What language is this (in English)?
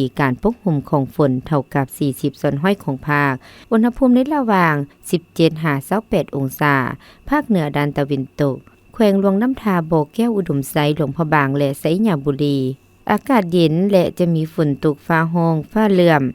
Lao